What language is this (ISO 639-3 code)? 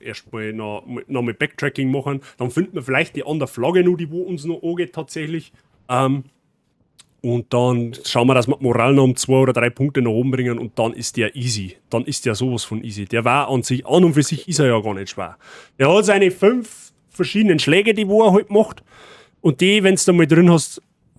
bar